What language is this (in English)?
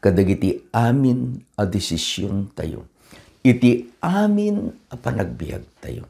Iloko